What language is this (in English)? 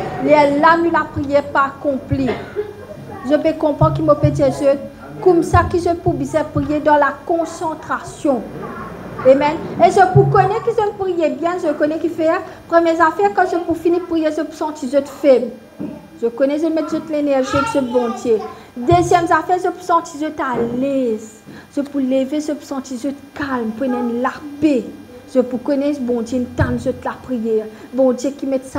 Morisyen